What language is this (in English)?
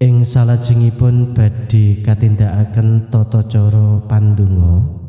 Javanese